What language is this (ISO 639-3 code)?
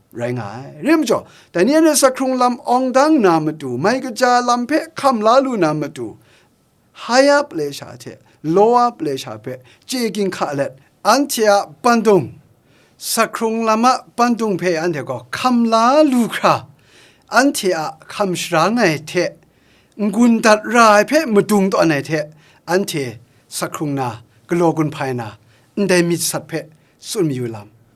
kac